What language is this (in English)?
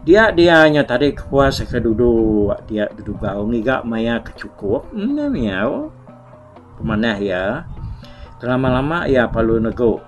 Iban